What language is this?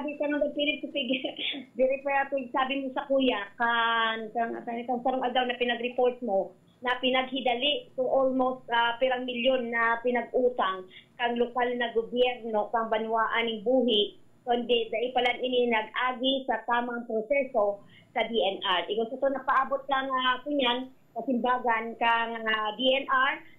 Bikol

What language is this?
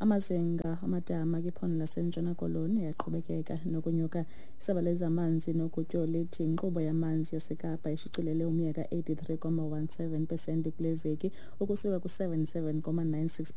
Xhosa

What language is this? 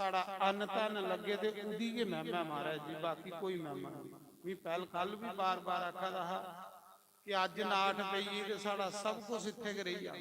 Dogri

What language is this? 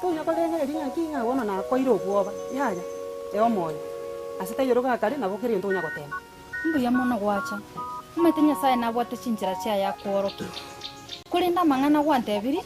Gusii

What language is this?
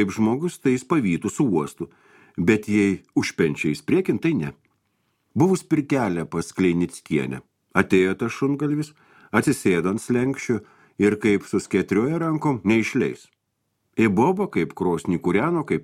Lithuanian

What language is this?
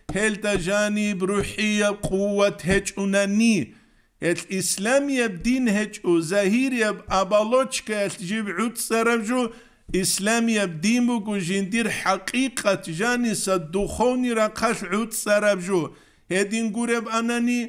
Avaric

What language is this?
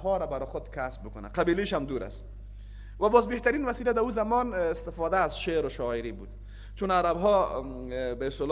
Persian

